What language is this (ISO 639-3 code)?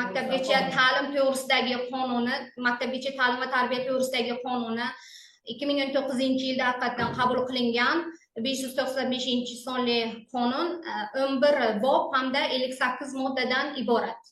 uzb